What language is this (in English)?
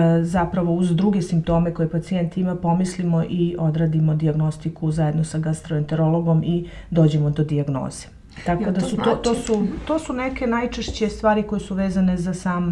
Serbian